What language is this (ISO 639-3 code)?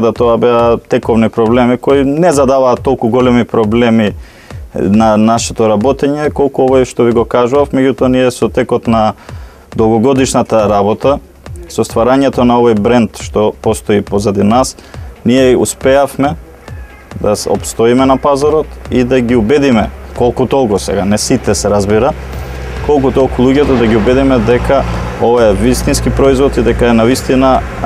mkd